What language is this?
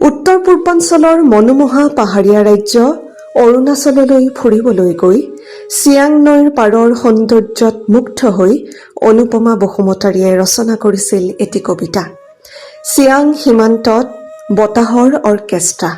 Assamese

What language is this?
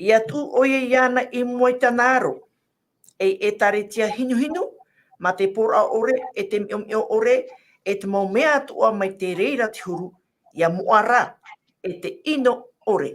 Tahitian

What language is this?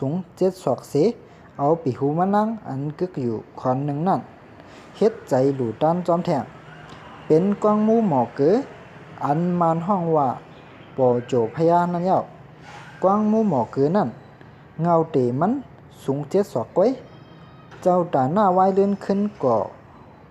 Shan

